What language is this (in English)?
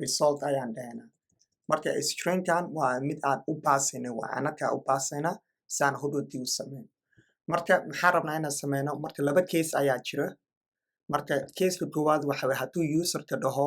Somali